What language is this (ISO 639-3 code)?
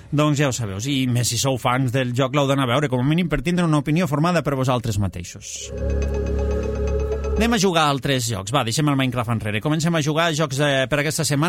cat